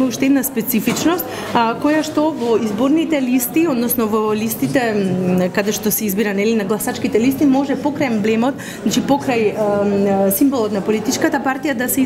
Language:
Macedonian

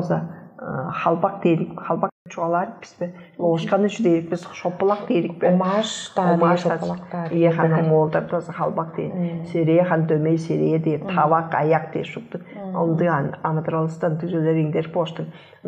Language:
Tuvinian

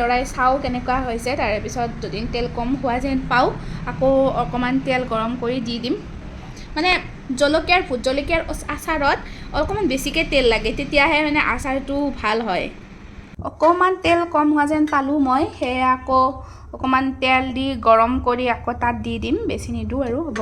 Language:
Assamese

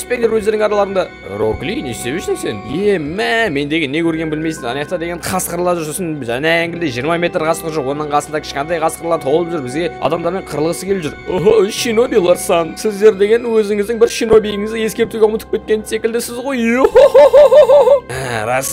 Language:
Kazakh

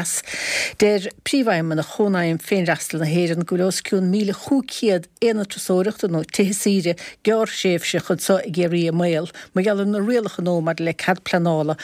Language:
Irish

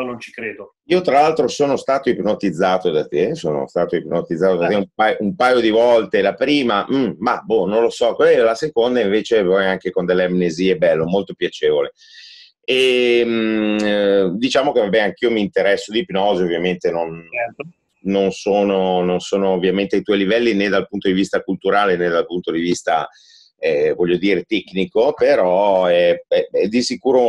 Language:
Italian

